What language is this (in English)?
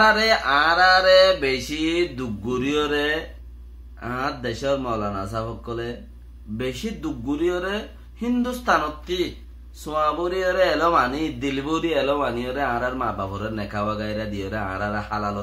Rohingya